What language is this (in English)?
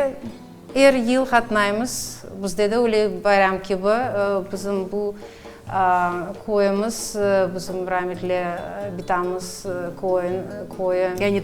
Crimean Tatar